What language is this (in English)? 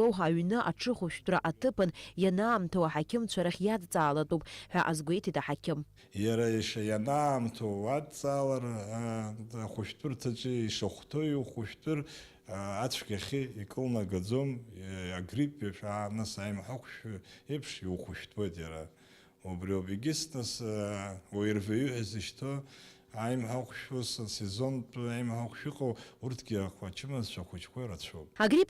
Abkhazian